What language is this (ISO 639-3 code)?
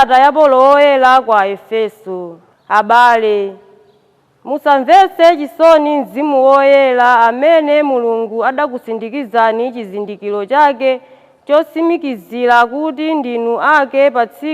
nya